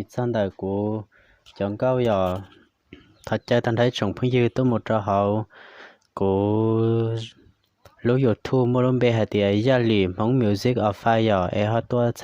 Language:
Hmong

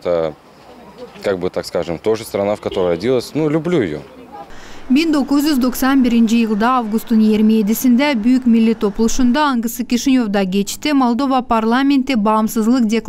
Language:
Gagauz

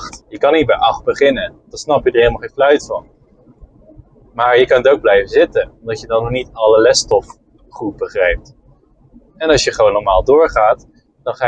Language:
Dutch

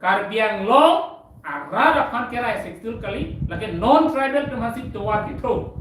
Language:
Karbi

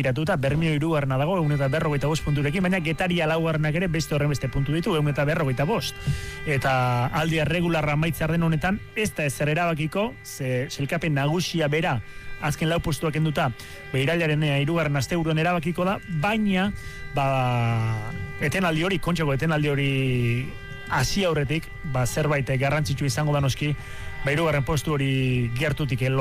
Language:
Basque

